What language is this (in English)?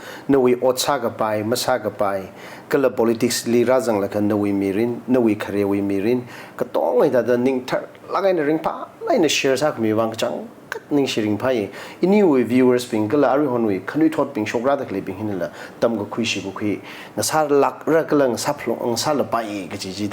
Tangkhul Naga (India)